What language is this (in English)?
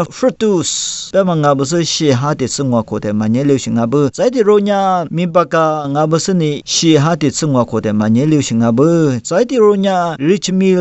Lisu